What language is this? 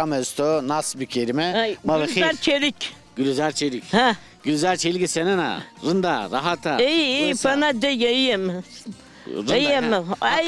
Zaza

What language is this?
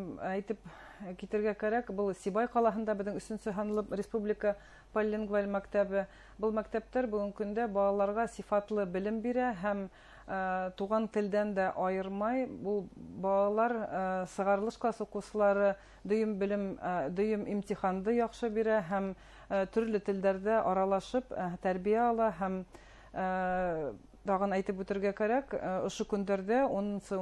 Bashkir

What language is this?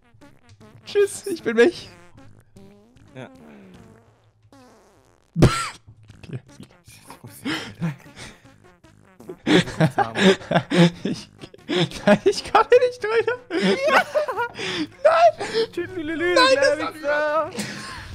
German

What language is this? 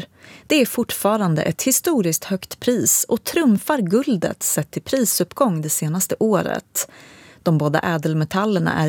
Swedish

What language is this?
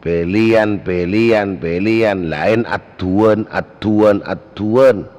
Madurese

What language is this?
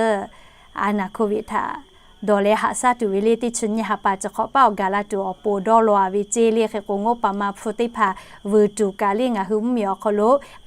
Lahu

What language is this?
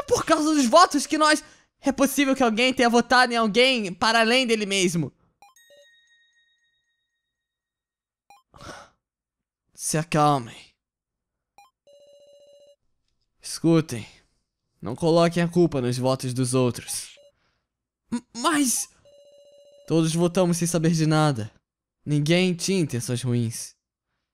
Portuguese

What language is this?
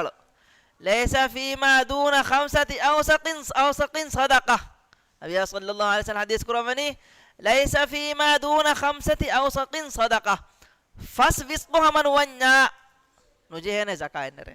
Divehi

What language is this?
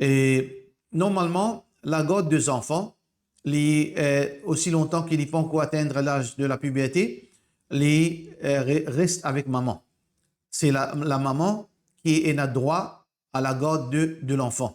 Morisyen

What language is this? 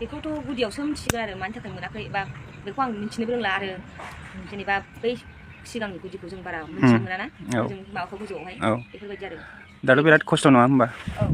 Bodo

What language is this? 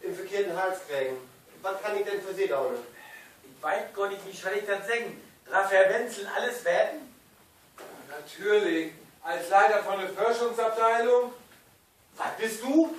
Low German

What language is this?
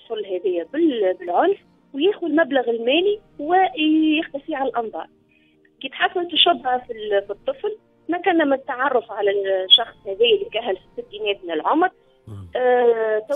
Tunisian Arabic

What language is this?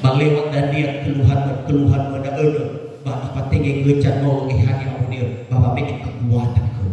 Nias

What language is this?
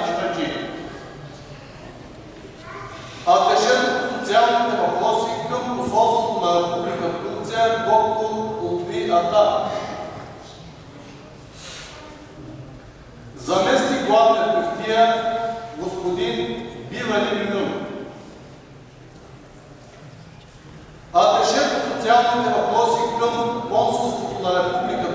Bulgarian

